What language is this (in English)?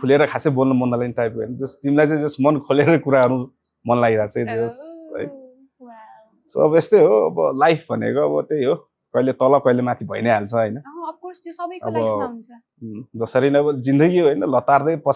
Nepali